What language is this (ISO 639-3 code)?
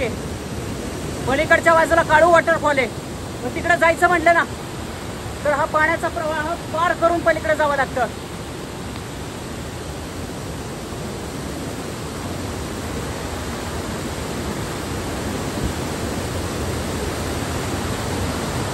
mar